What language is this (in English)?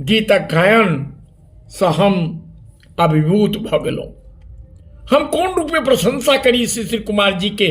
Maithili